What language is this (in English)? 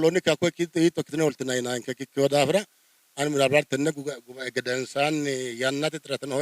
Sidamo